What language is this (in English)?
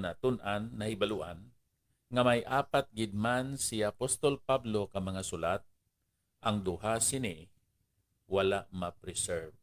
Hiligaynon